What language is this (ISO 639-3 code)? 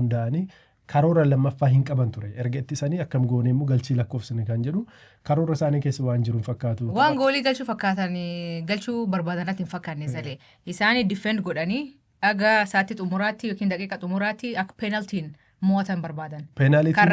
orm